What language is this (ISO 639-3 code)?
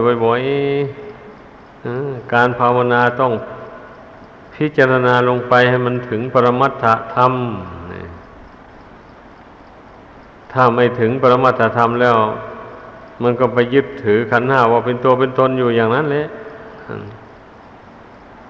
tha